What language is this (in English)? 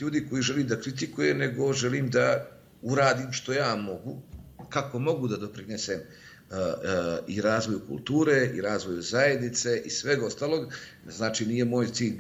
Bosnian